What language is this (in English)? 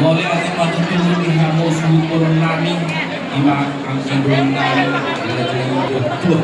Batak Toba